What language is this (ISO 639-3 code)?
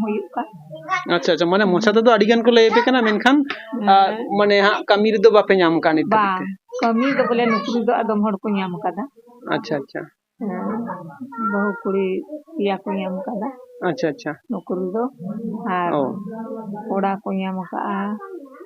sat